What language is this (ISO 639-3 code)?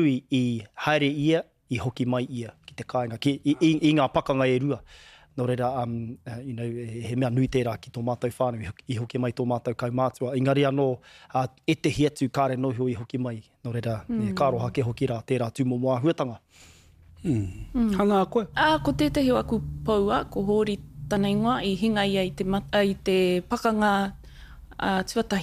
mri